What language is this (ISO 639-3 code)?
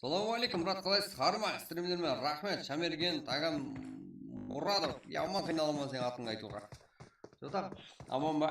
kaa